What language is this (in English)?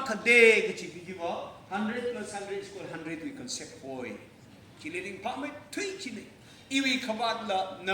Tangkhul Naga (India)